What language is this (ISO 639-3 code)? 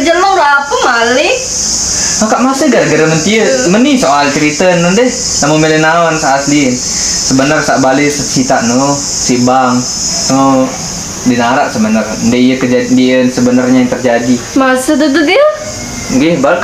sas